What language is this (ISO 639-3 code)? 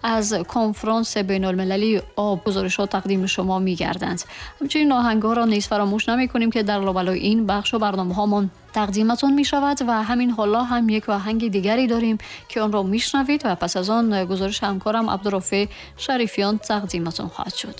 tgk